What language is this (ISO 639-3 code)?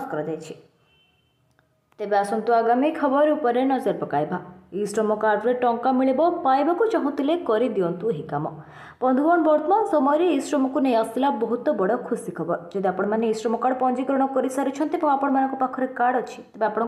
ori